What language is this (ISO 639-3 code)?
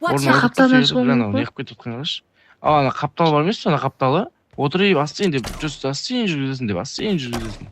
kaa